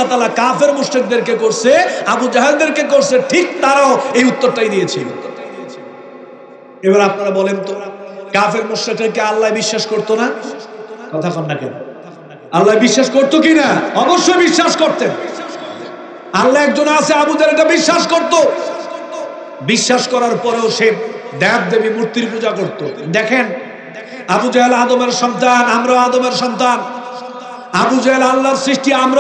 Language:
Bangla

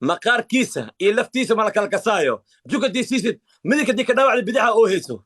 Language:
Somali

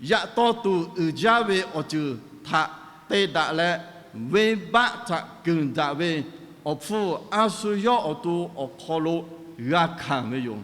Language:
Lahu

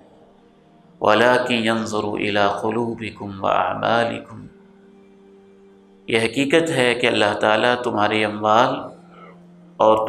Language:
Urdu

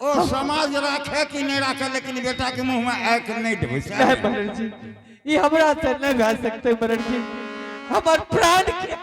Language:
Angika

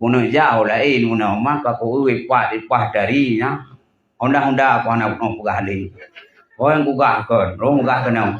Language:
Achinese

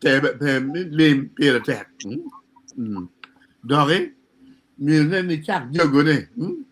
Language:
Acoli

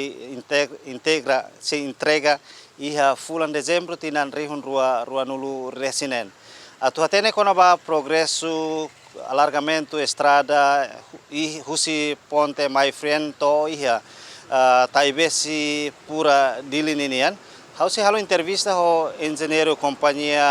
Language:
Tetum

